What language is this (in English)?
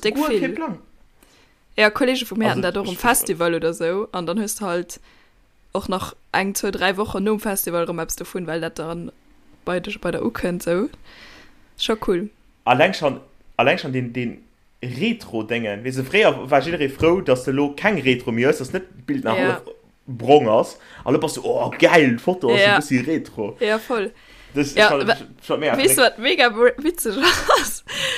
Luxembourgish